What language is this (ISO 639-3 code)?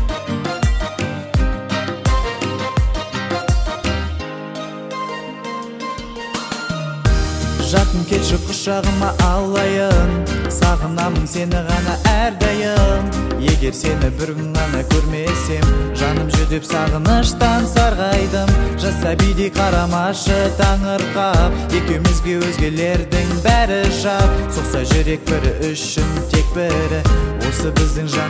kaz